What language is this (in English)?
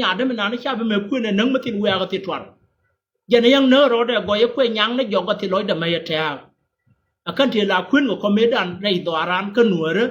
Nuer